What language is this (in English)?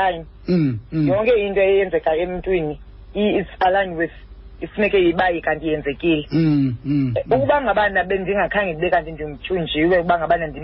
Xhosa